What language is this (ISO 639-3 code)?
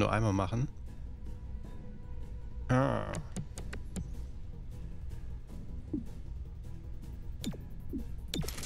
deu